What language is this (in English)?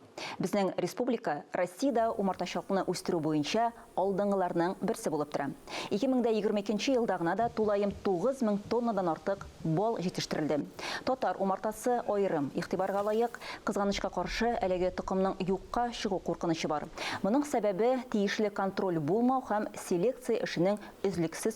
Tatar